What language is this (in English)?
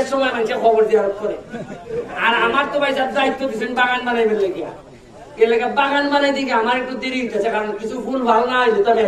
Sylheti